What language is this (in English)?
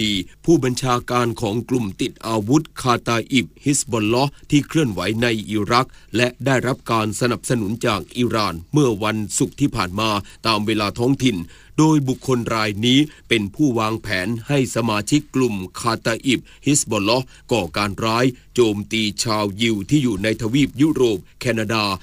Thai